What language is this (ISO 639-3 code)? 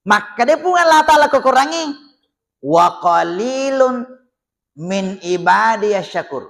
bug